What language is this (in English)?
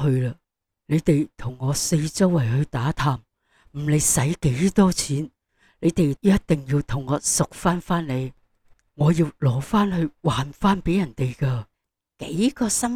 Cantonese